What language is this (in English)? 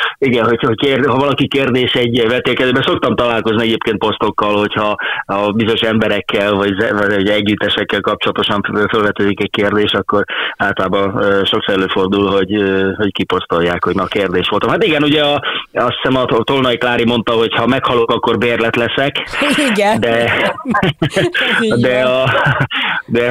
Hungarian